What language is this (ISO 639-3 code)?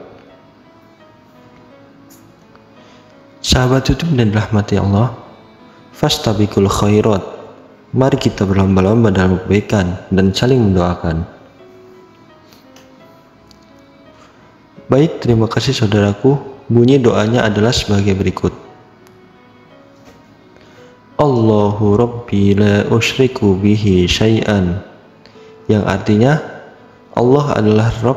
ind